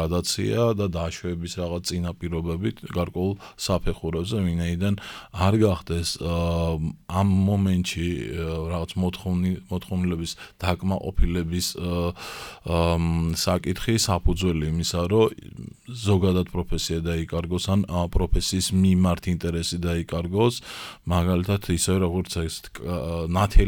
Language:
Georgian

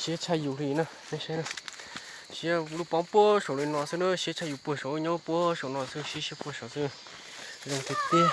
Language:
Hmong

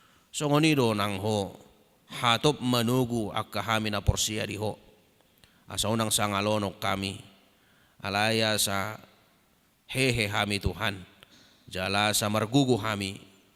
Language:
Batak Toba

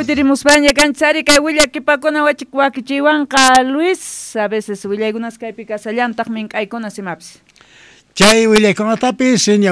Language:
South Bolivian Quechua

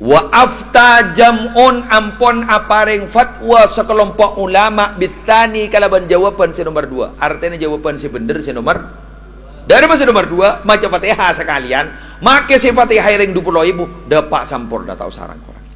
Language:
Madurese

